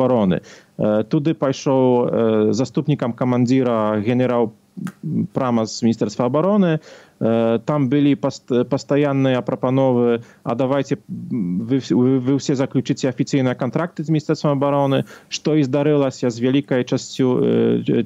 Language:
Belarusian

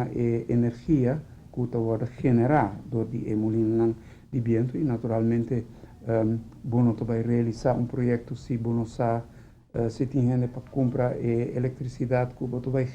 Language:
Papiamento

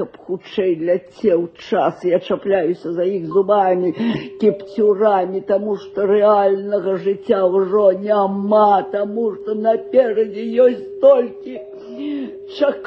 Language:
Belarusian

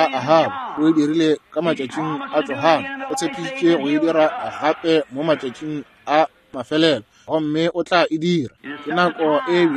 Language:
Northern Sotho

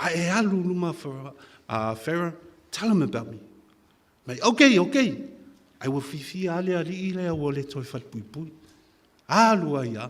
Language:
Samoan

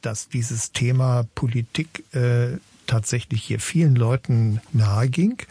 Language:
German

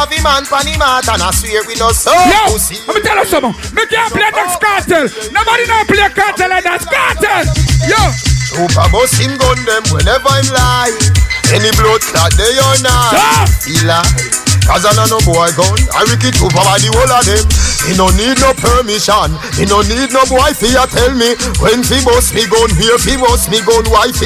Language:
Jamaican Creole English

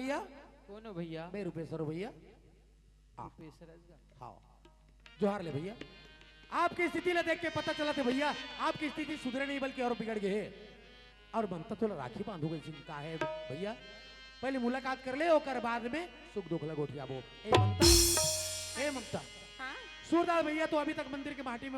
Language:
Chhattisgarhi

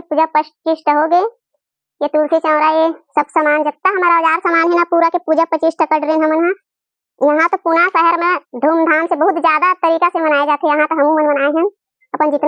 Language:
Chhattisgarhi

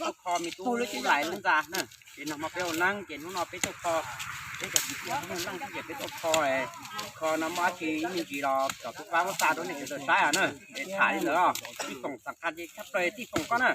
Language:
Hmong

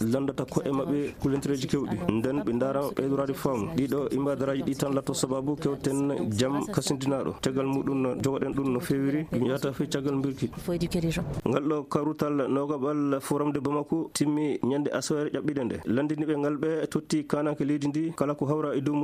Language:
Fula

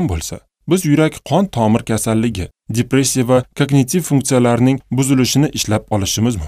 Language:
Uzbek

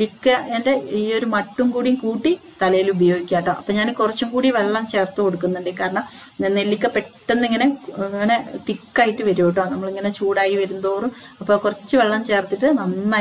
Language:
Malayalam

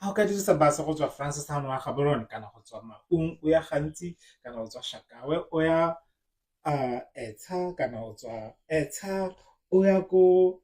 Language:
Tswana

